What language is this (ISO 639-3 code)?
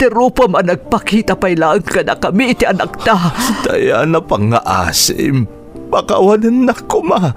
ilo